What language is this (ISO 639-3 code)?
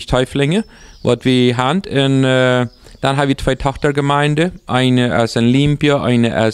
pdt